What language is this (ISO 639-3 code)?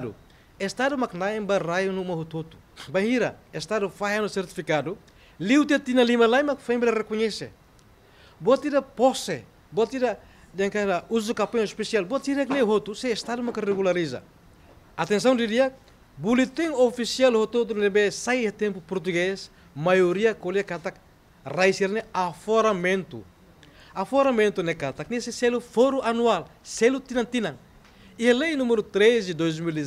tet